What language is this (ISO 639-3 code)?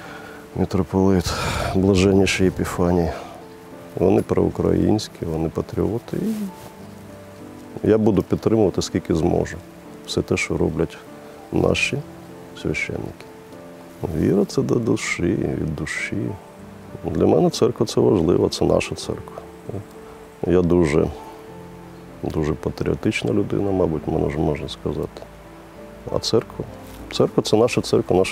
ukr